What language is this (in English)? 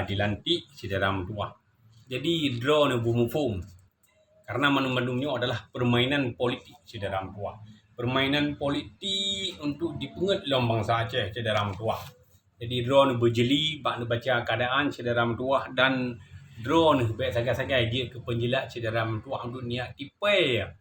Achinese